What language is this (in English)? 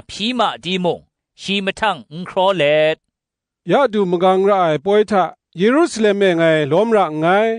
Kachin